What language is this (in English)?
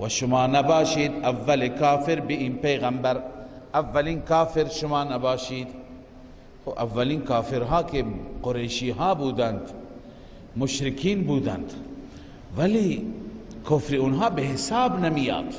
Persian